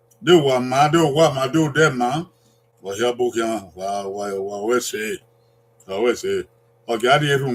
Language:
Bini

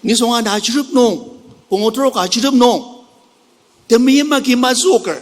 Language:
Ao Naga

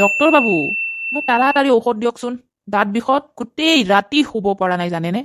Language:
Assamese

